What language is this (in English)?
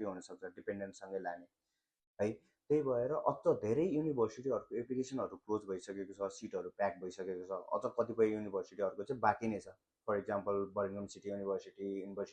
Nepali